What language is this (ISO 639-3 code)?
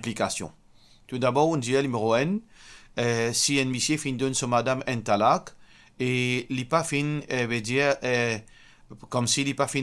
mfe